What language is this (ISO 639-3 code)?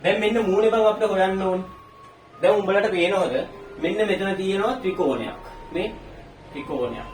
sin